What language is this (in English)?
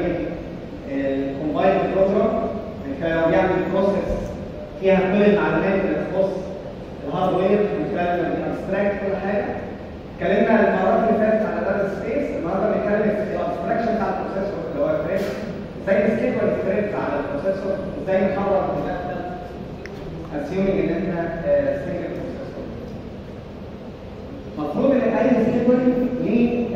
Egyptian Arabic